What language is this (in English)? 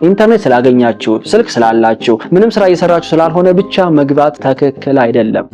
Amharic